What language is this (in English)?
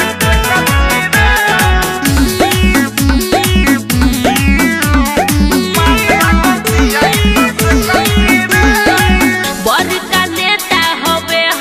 Bhojpuri